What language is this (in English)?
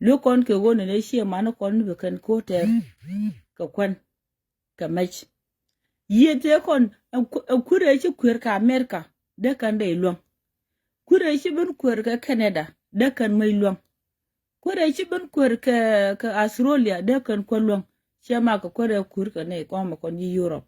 Nuer